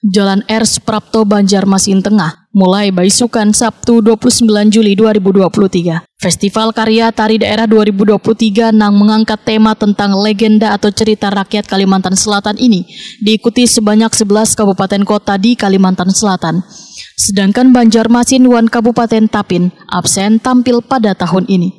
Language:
Banjar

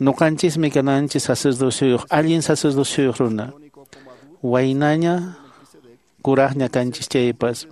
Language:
Quechua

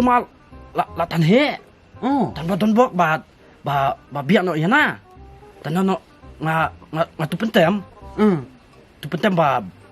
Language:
Khasi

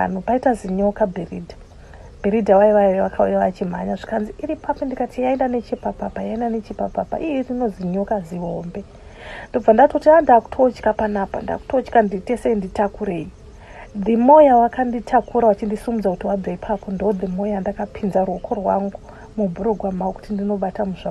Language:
Shona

